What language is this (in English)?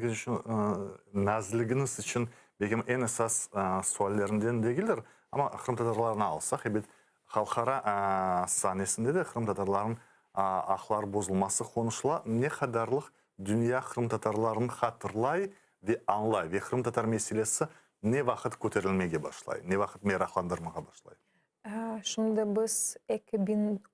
Crimean Tatar